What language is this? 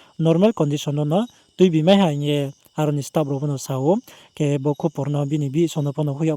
Riang (India)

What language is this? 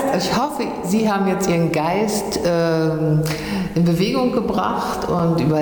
German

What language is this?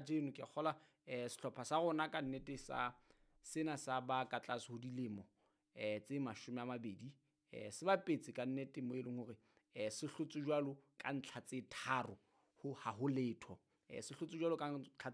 Southern Sotho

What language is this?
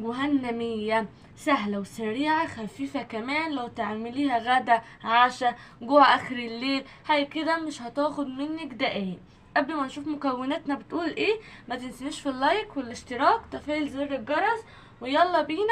Egyptian Arabic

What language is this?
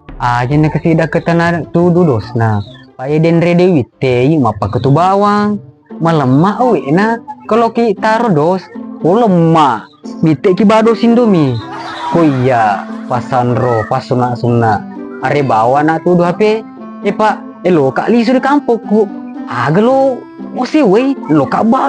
Buginese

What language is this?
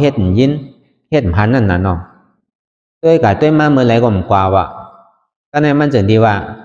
Shan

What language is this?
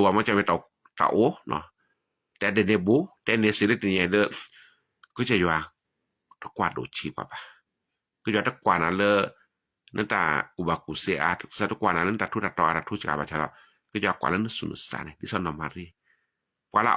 S'gaw Karen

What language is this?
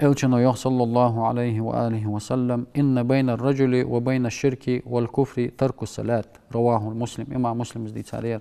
Ingush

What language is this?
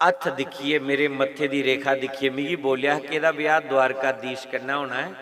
Dogri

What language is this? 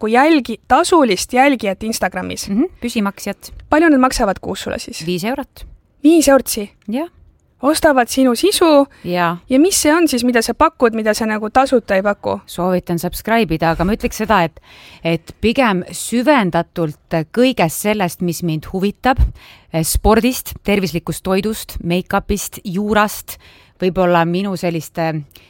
Estonian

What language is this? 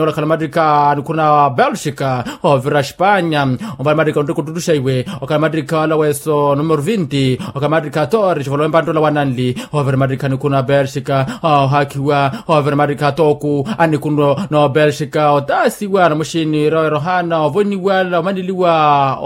Makhuwa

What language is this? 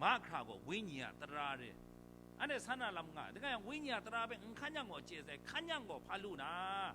Kachin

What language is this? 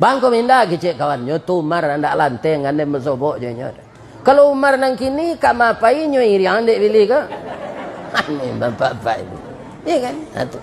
Minangkabau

